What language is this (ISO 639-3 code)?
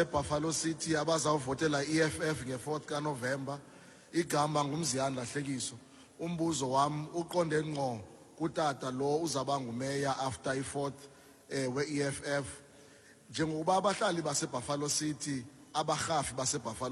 xho